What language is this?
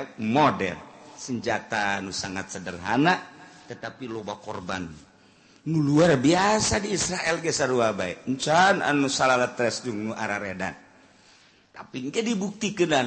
Sundanese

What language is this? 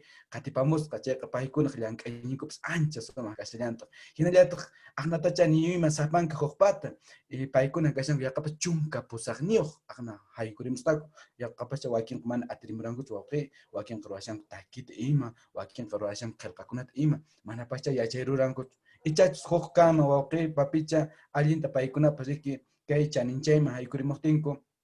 Quechua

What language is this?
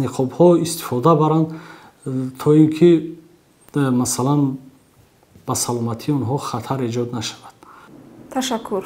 Tajik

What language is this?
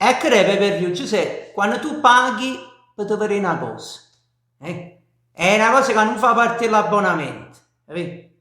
Neapolitan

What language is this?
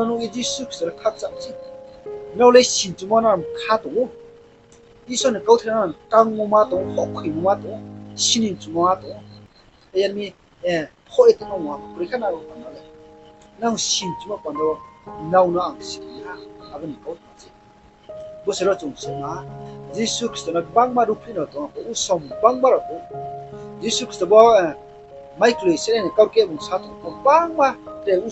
Riang (India)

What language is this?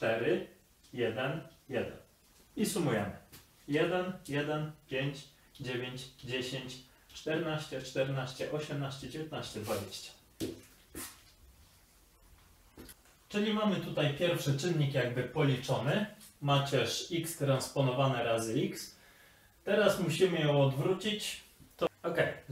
Polish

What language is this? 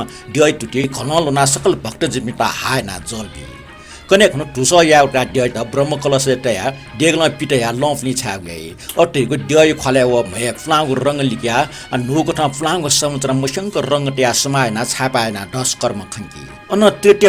Newari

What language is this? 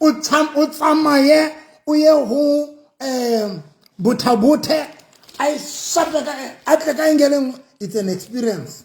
Southern Sotho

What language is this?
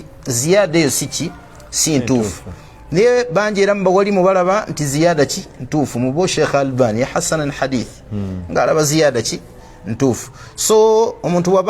Ganda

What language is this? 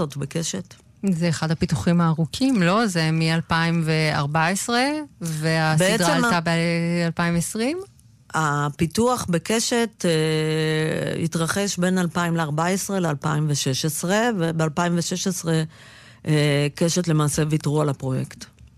Hebrew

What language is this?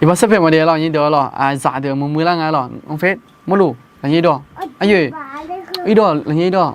Akha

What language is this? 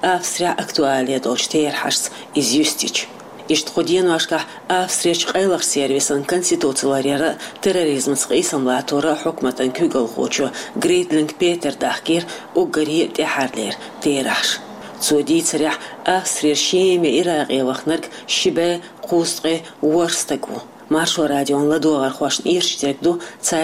Chechen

